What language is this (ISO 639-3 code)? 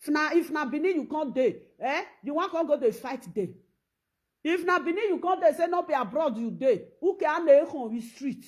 pcm